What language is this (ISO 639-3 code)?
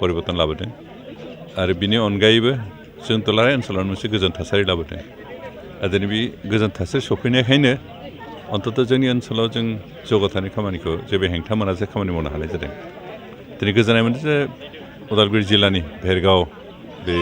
brx